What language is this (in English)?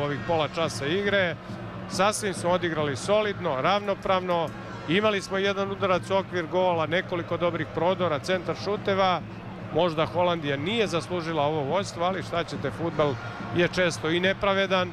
Serbian